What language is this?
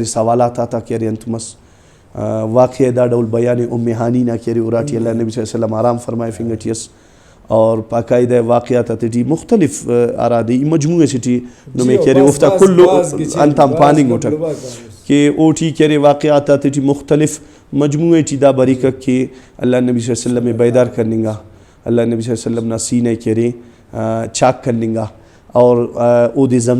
Brahui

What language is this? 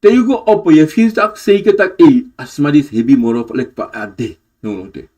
Sranan Tongo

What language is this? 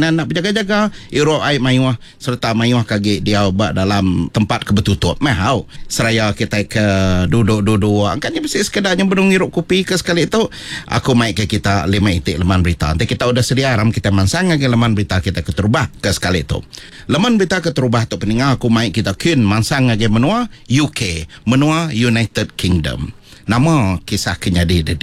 Iban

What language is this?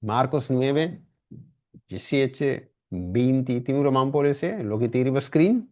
Papiamento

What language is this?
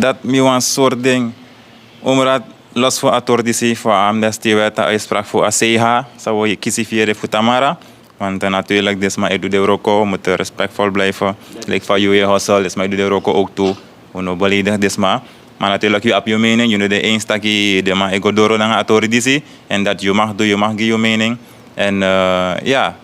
Sranan Tongo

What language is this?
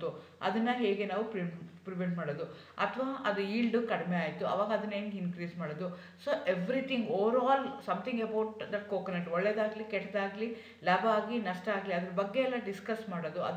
Kannada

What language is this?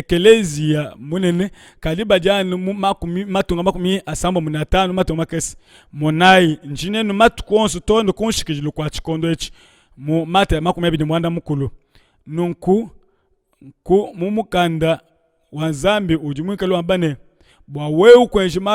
Luba-Lulua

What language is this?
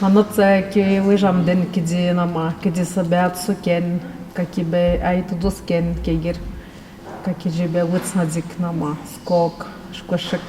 Atikamekw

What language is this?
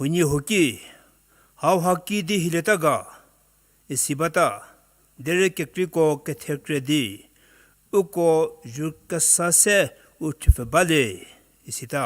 Angami Naga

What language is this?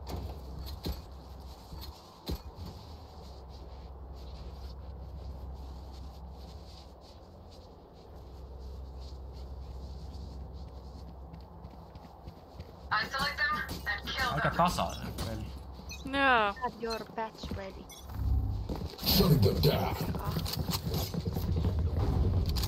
Finnish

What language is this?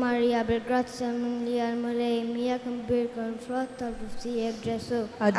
Maltese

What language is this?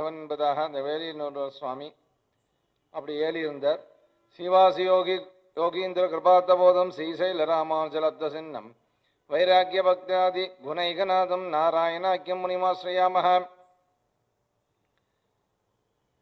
Tamil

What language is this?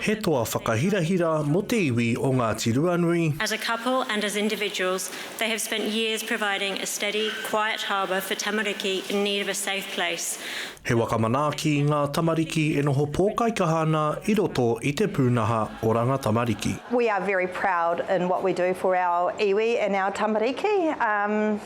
Māori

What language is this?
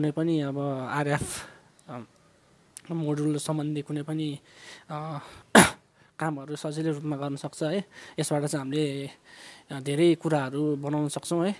Nepali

